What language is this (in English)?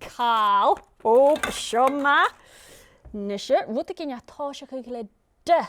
Scottish Gaelic